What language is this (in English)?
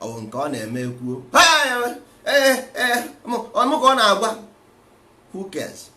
Igbo